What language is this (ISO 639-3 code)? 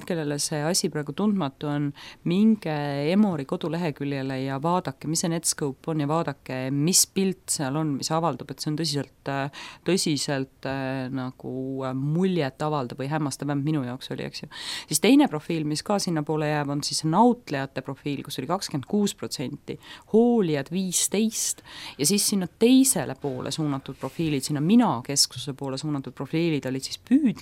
est